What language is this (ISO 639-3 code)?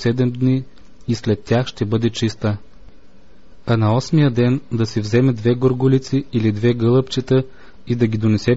bul